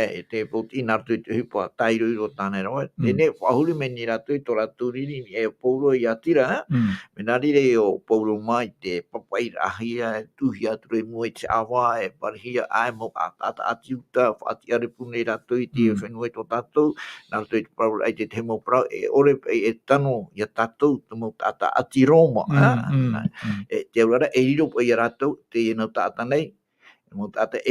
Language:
Tahitian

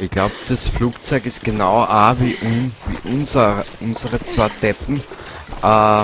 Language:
Bavarian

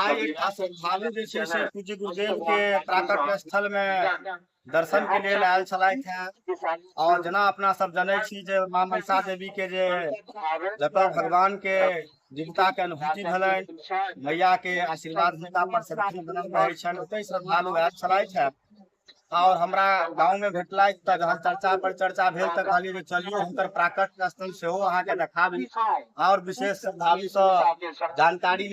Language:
Maithili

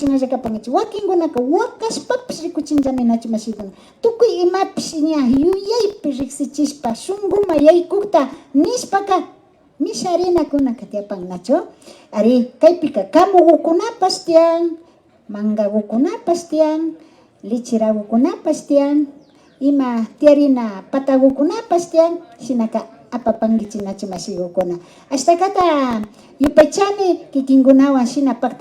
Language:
Imbabura Highland Quichua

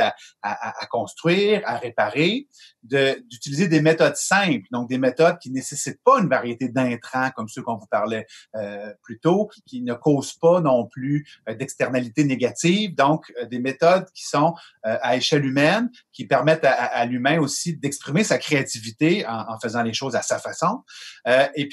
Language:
French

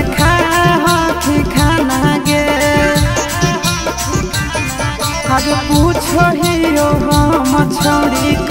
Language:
Magahi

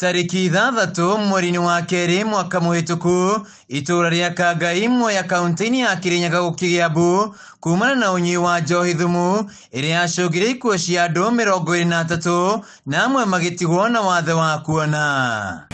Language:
Kikuyu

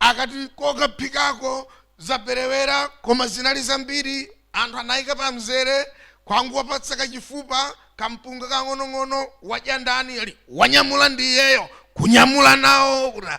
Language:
Nyanja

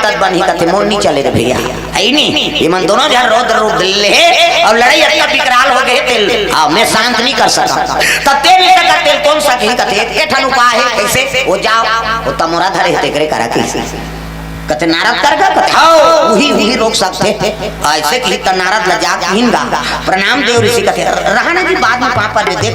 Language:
Chhattisgarhi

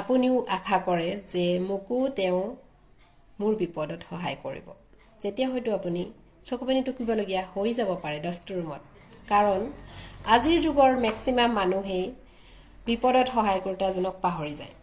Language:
Assamese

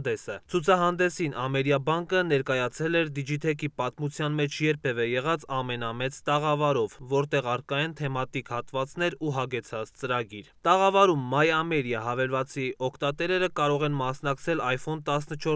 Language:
Armenian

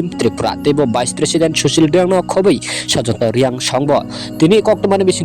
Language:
Kok Borok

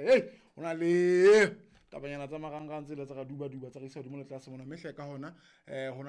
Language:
Southern Sotho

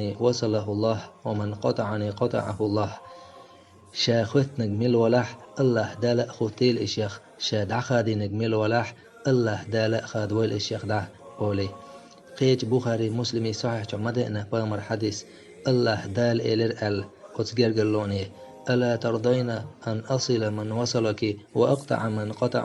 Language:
Chechen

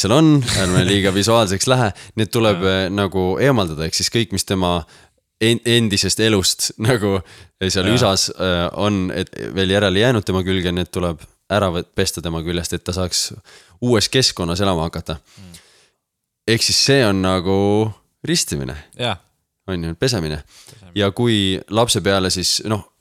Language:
Estonian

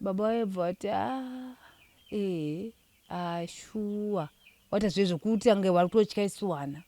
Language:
Shona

